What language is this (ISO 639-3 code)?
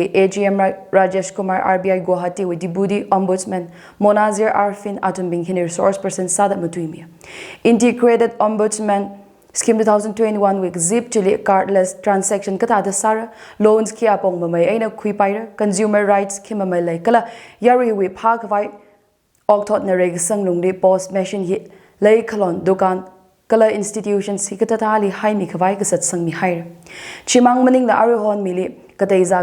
nmf